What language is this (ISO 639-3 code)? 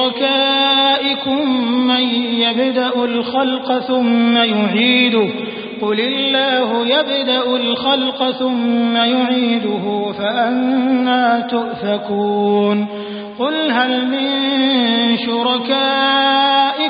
ara